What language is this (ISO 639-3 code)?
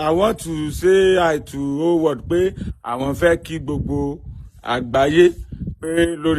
yor